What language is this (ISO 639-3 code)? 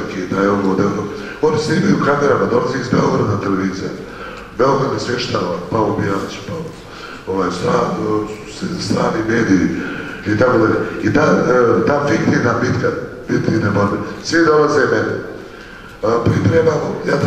bos